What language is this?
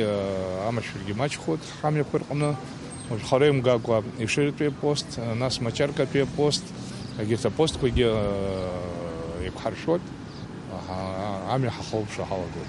Abkhazian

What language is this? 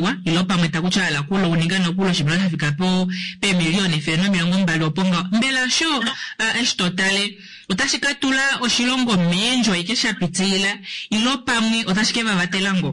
Kuanyama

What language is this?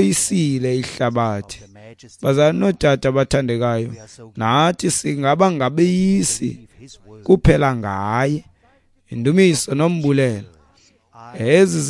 Xhosa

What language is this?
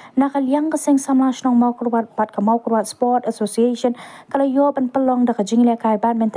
Khasi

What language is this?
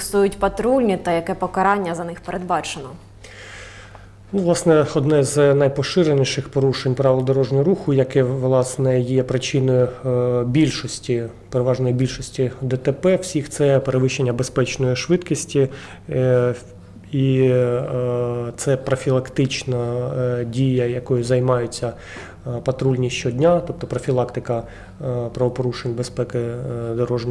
Ukrainian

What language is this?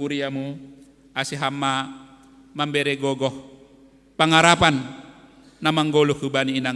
Batak Simalungun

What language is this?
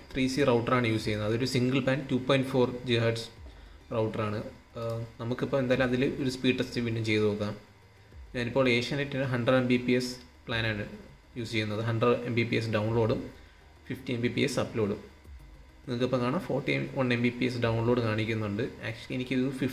Malayalam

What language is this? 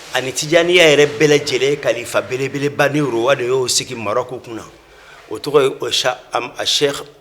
Bambara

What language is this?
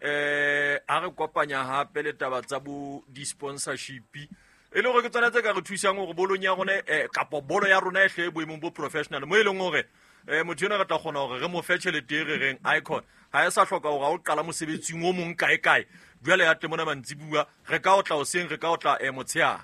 Southern Sotho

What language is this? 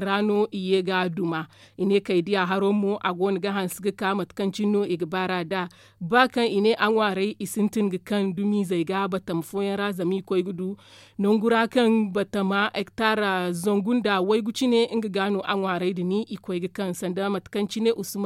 Zarma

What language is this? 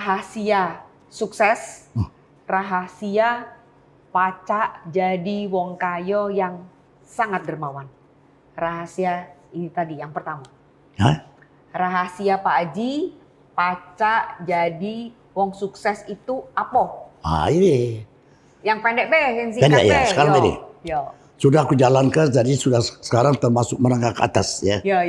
Musi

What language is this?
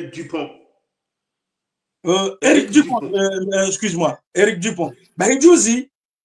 Swahili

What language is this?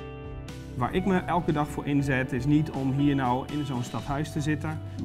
Dutch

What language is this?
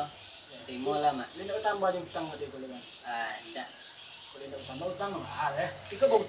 Minangkabau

